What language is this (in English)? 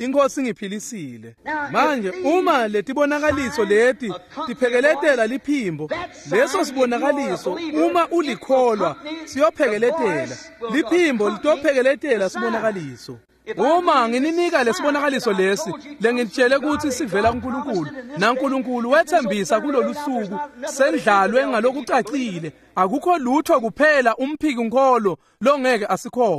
Swati